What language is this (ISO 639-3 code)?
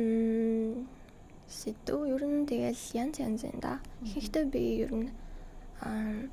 mon